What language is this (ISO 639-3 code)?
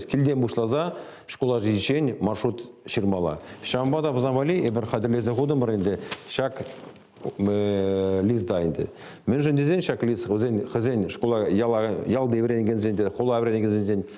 chv